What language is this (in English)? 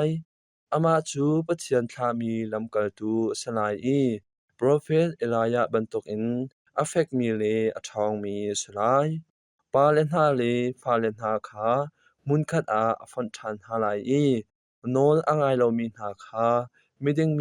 Hakha Chin